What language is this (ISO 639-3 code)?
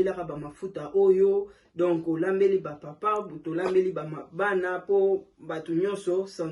lin